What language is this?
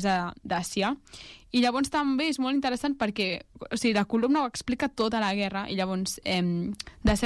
Catalan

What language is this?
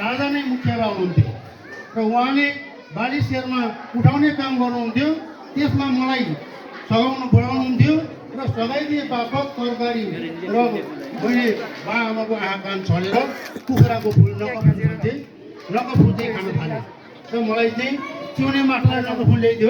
Nepali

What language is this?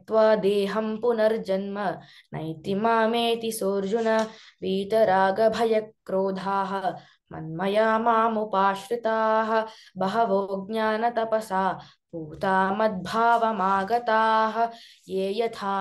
Sanskrit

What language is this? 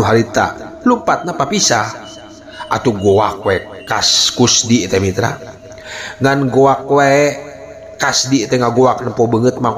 Sundanese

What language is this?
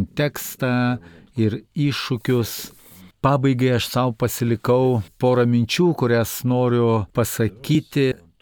Lithuanian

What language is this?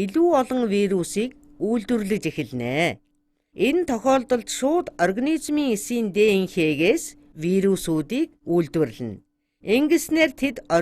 Mongolian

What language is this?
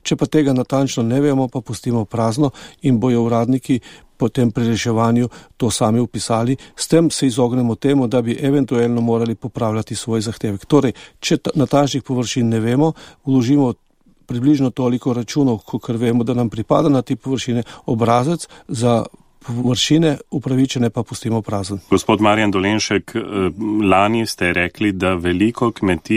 Slovenian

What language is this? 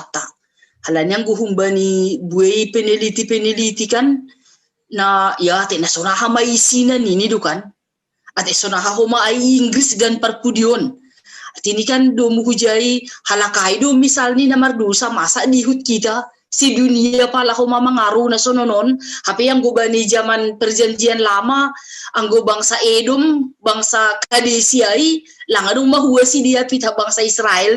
Batak Simalungun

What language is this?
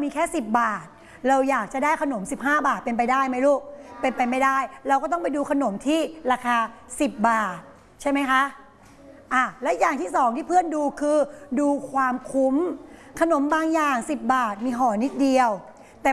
Thai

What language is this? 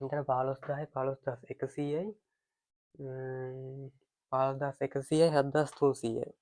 Sinhala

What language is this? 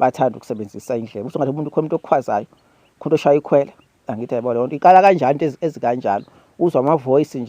Zulu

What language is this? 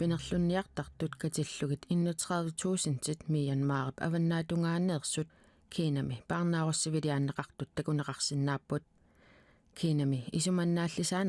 Kalaallisut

